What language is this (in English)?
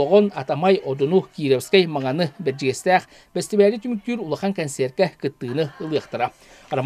Yakut